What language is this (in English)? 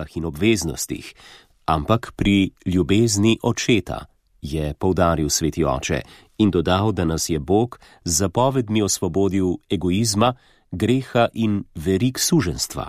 Slovenian